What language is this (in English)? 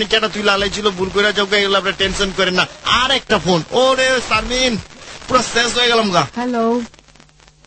Bangla